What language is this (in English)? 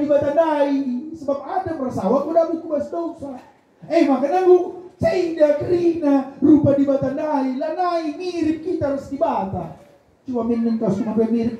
Batak Karo